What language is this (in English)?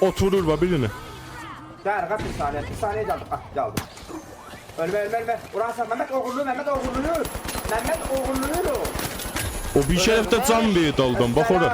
South Azerbaijani